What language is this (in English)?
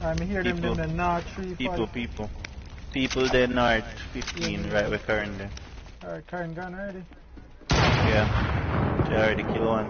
Jamaican Creole English